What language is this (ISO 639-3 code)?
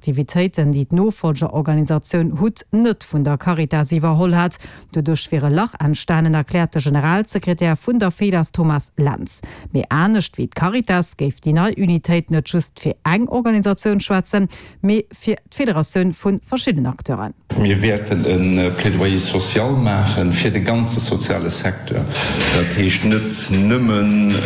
ltz